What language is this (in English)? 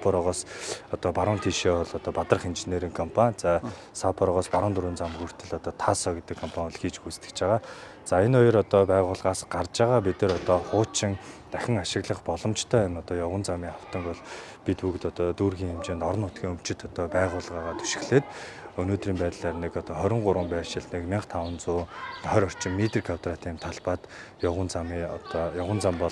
Mongolian